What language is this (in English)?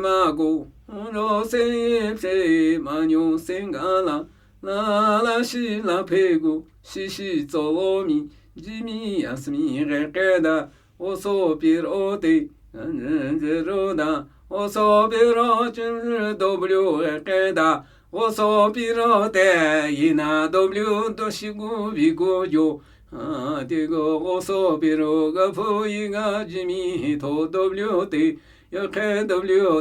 Namuyi